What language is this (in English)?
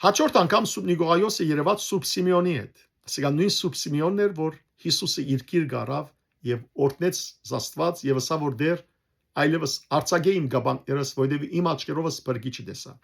Western Armenian